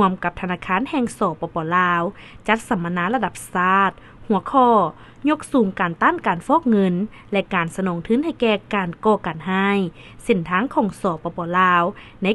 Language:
Lao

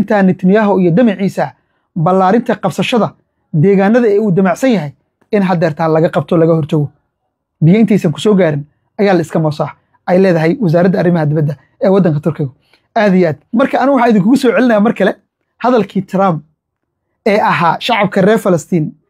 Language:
Somali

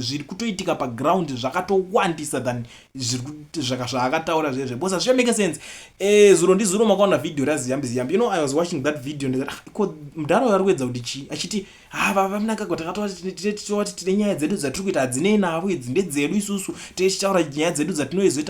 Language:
Shona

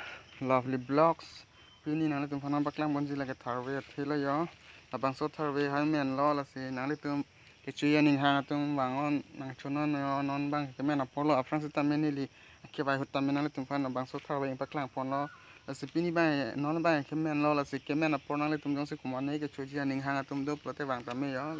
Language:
Karbi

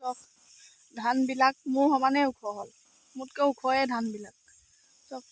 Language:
Assamese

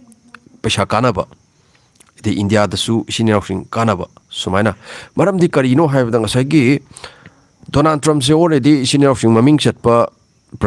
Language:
Manipuri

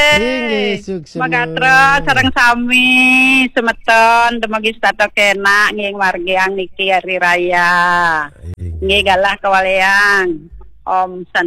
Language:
Balinese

